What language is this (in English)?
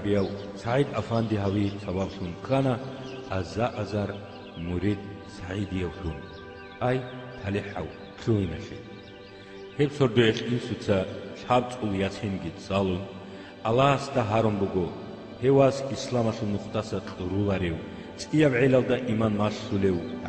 Avaric